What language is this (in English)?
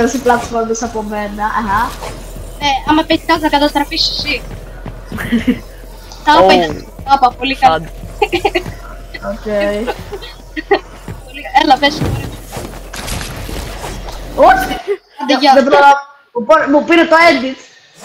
Greek